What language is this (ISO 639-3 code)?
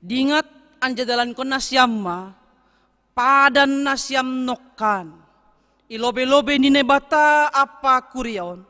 bts